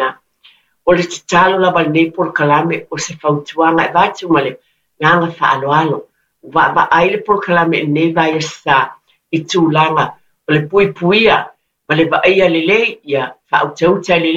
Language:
Samoan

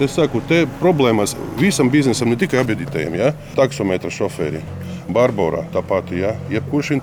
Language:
Latvian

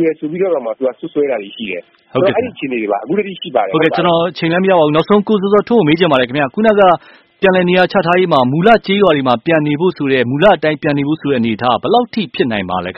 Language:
Burmese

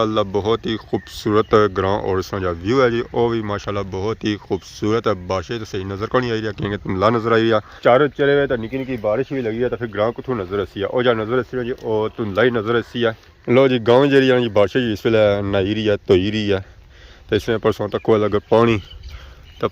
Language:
Pahari-Potwari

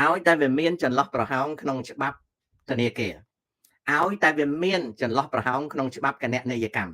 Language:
Khmer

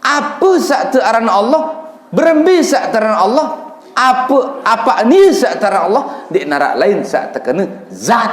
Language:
Sasak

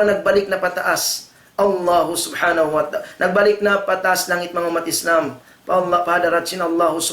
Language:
Tausug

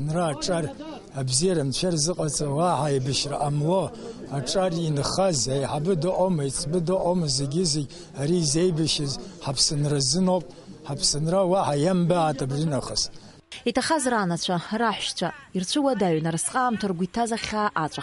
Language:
Abkhazian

